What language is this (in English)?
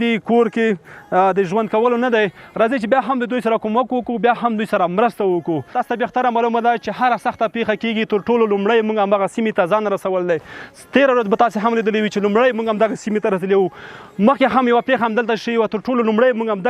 Pashto